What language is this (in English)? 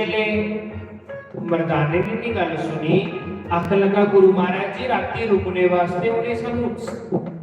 Dogri